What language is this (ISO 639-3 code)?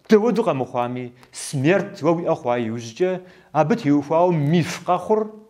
kbd